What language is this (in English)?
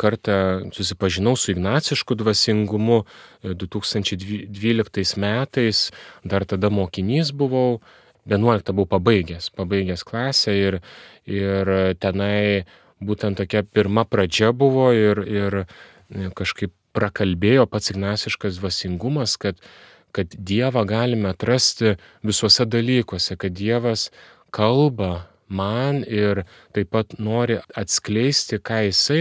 Lithuanian